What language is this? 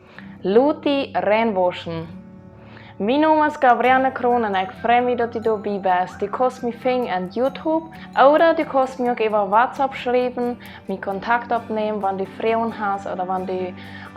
Plautdietsch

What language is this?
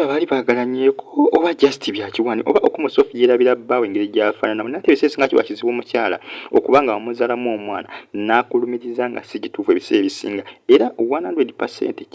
Ganda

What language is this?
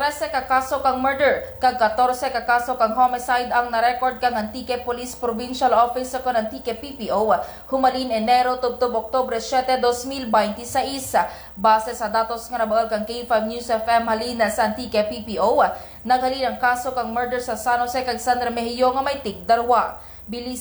Kinaray-a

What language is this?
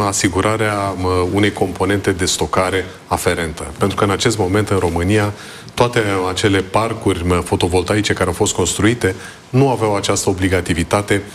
Romanian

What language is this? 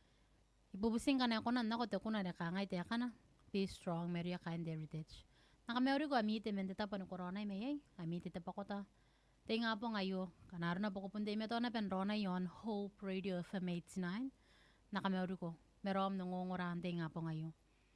Gilbertese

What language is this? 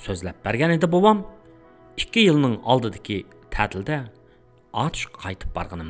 Uyghur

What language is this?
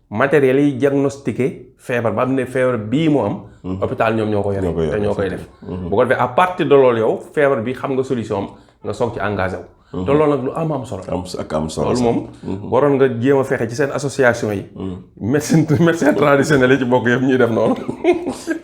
Wolof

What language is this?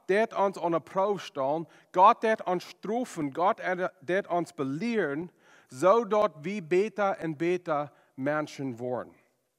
Plautdietsch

